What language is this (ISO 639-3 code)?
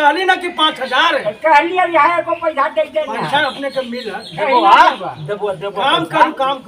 mag